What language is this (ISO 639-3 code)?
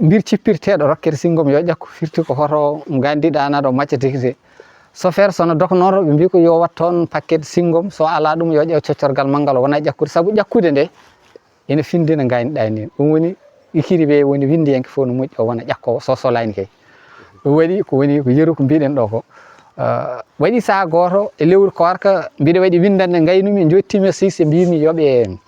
ful